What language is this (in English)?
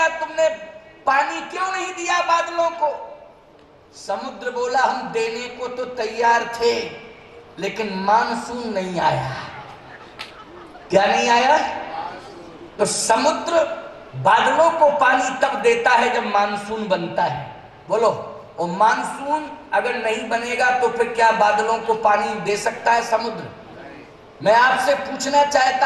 Hindi